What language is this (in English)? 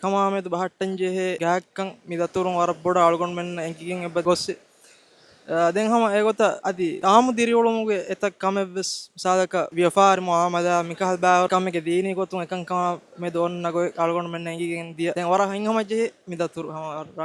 Divehi